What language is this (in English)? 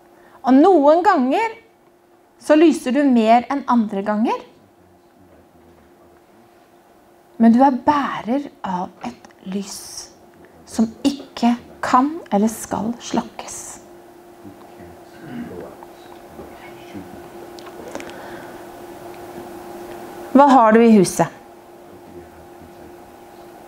Norwegian